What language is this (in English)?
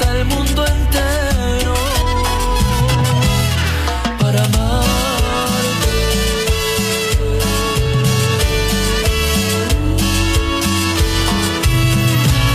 Spanish